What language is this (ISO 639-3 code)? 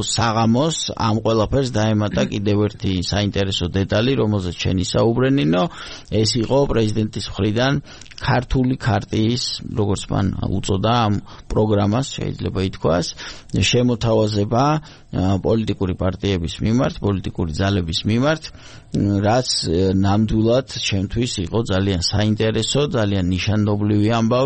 kat